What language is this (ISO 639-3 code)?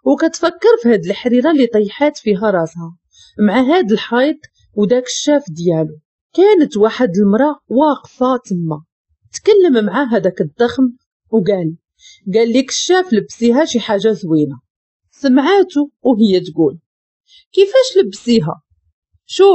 ary